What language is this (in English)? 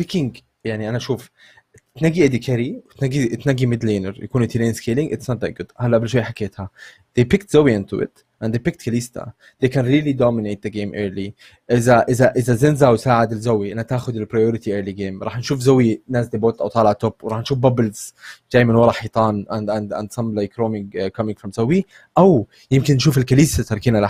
Egyptian Arabic